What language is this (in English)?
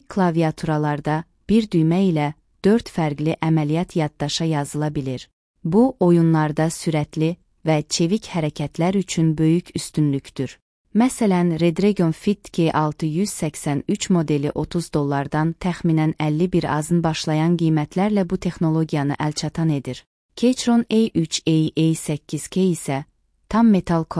Azerbaijani